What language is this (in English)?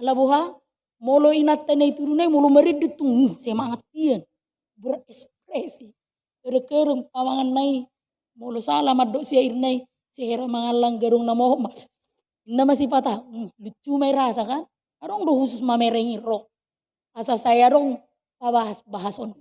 Batak Toba